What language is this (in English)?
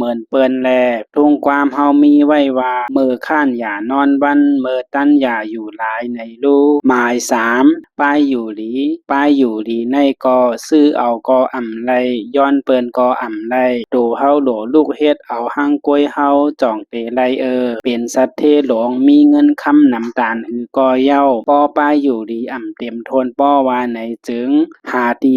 Shan